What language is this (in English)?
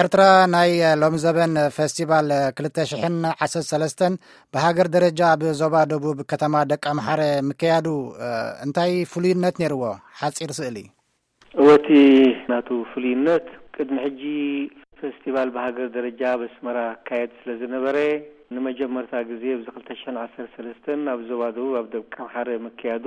Tigrinya